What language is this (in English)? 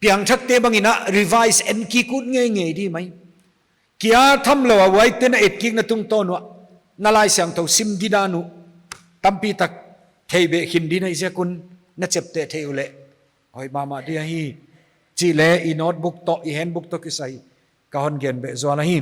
Paite Chin